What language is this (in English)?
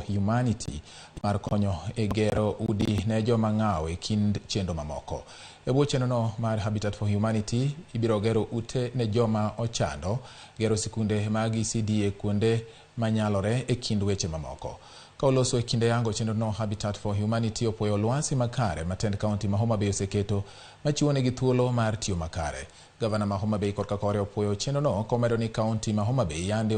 Luo (Kenya and Tanzania)